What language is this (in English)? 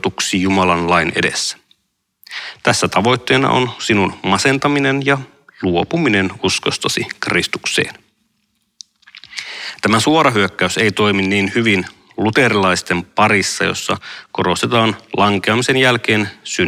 Finnish